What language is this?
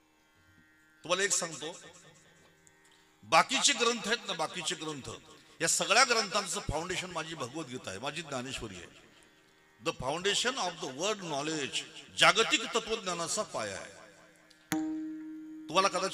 Marathi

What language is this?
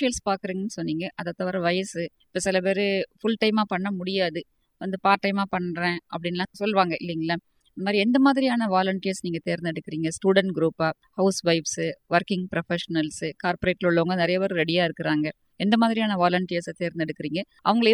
Tamil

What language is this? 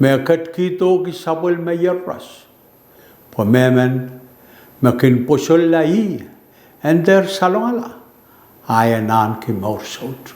Pohnpeian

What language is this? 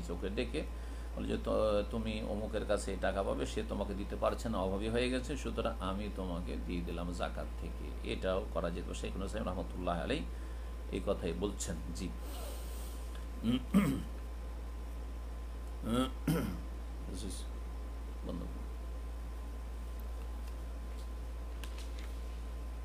Bangla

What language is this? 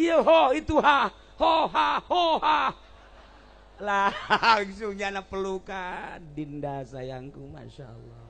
Sundanese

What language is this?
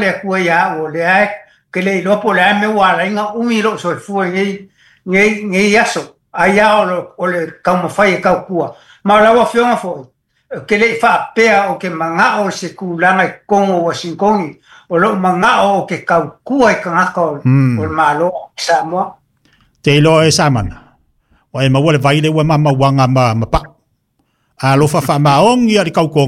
Samoan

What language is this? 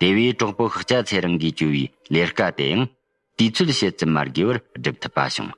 Tibetan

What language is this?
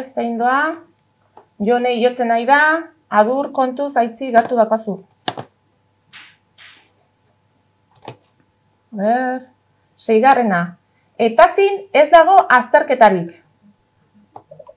Basque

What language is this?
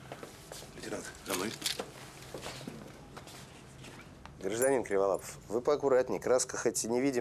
Russian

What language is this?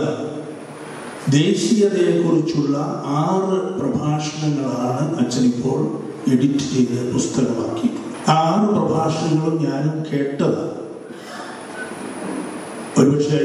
Malayalam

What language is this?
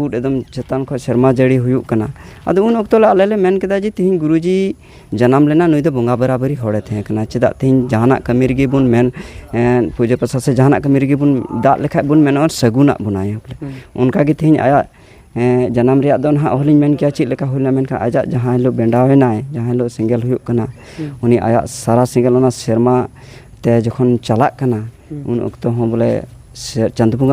Santali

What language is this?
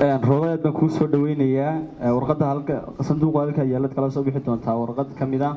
Somali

